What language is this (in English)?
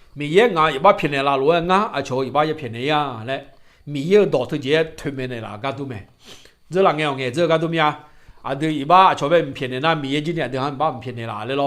Akha